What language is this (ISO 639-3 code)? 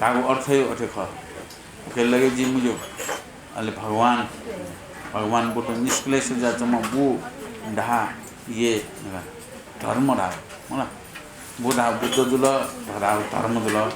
new